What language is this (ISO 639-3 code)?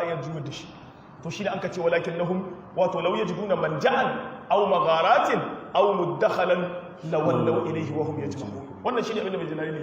hau